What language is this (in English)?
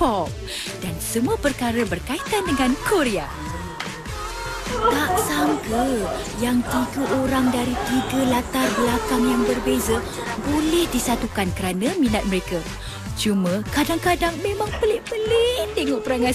Malay